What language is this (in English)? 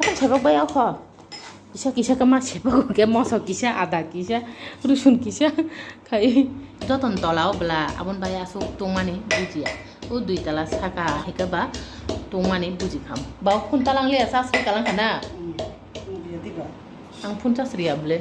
Kok Borok